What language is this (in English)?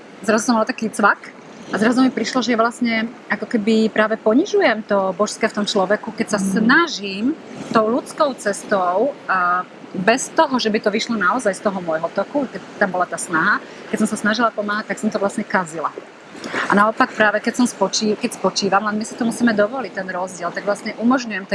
Slovak